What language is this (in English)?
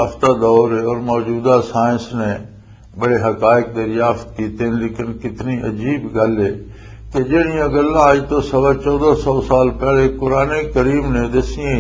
Western Panjabi